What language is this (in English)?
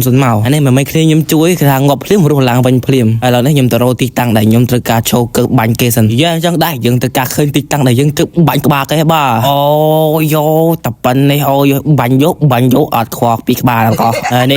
Khmer